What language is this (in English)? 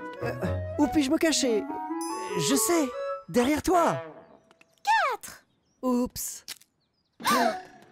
French